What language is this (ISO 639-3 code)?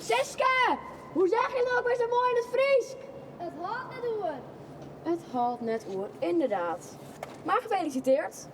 fry